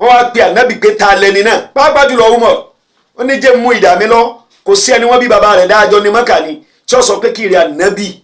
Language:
Yoruba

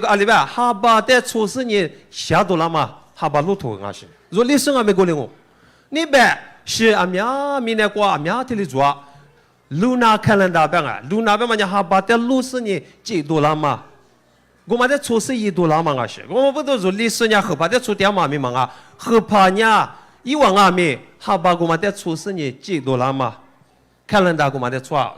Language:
Lisu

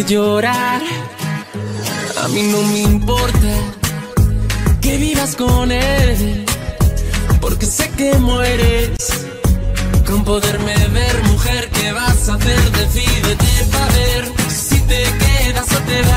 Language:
Spanish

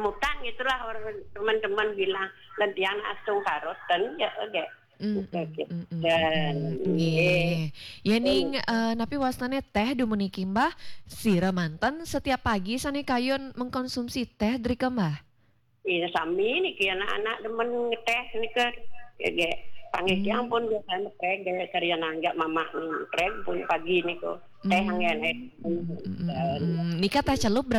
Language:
Balinese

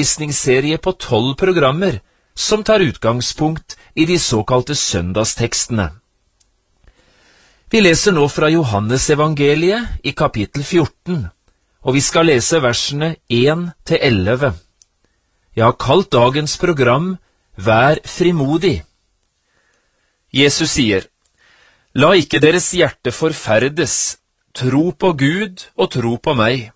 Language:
Norwegian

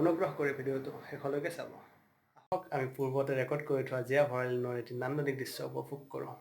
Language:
Assamese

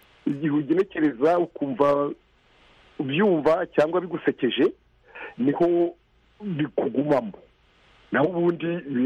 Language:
Kinyarwanda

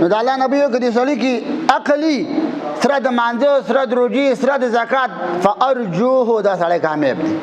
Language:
Pashto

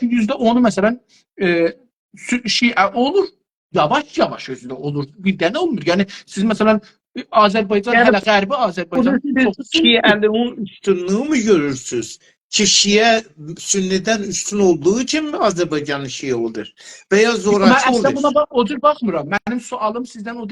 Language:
South Azerbaijani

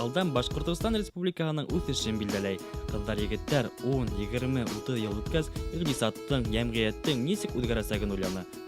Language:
Bashkir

